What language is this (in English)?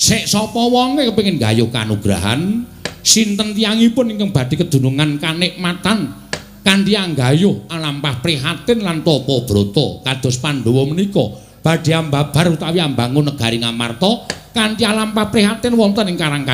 Javanese